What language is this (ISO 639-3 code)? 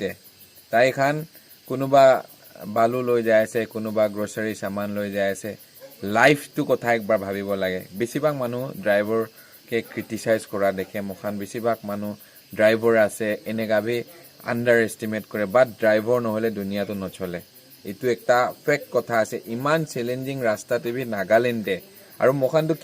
nag